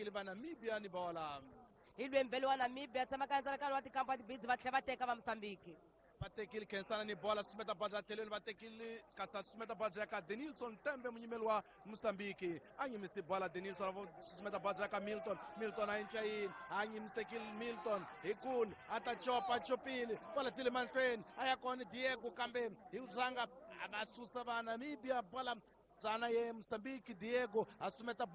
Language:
Tsonga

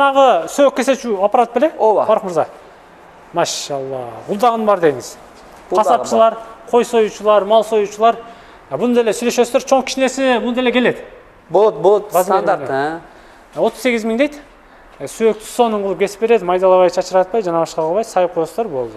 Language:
Kyrgyz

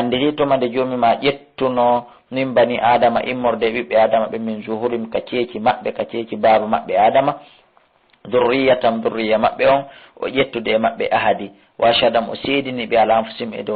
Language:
Fula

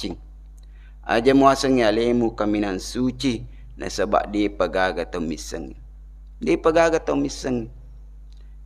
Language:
Buginese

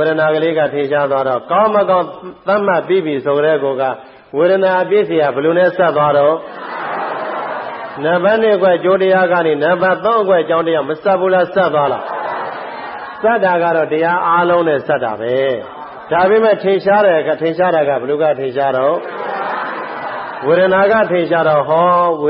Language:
Burmese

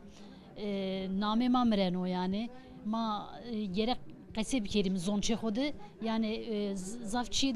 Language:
Zaza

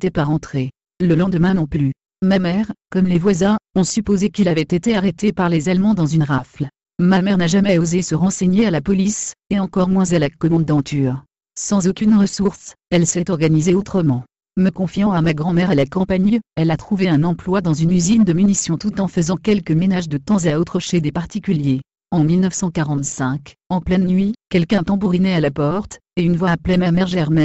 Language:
French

